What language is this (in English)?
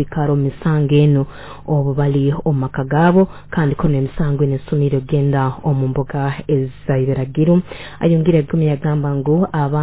Nyoro